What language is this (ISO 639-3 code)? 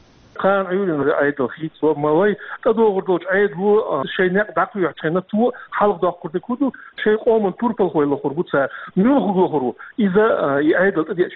che